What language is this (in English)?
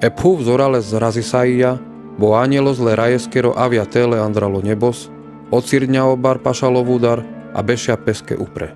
Carpathian Romani